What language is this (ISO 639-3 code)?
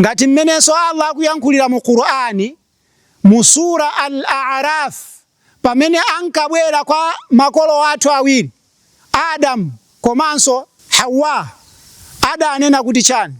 nya